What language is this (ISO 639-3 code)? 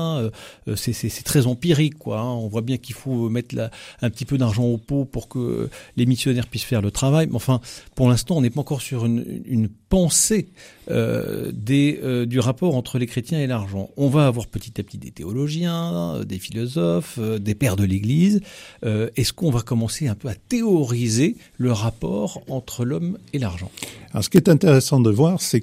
fra